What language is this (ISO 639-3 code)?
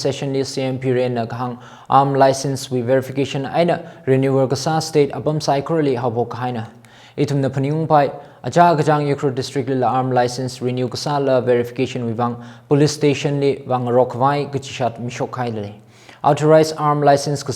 nmf